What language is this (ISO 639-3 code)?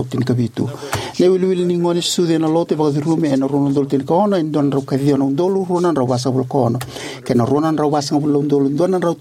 fij